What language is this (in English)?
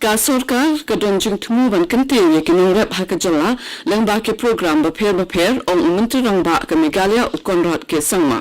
Khasi